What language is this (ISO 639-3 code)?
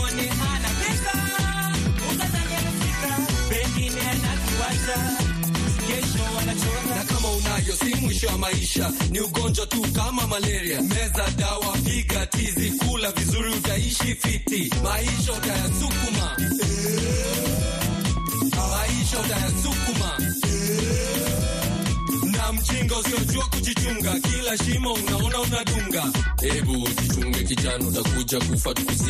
swa